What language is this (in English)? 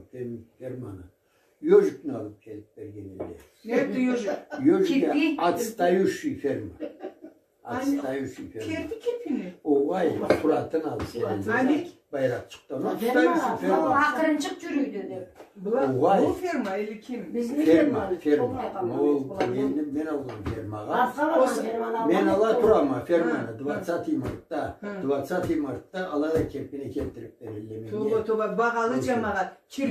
Karachay-Balkar